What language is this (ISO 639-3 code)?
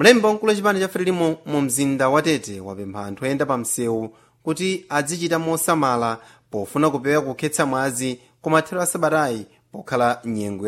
seh